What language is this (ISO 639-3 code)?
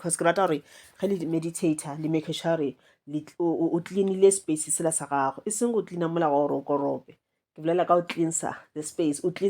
nso